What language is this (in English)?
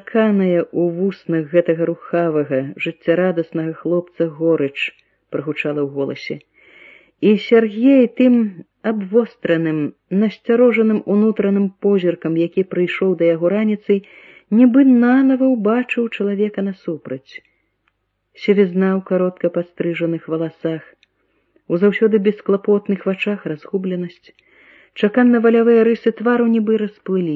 Belarusian